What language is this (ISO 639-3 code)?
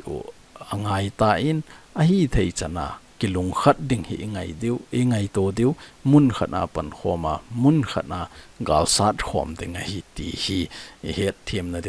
tcz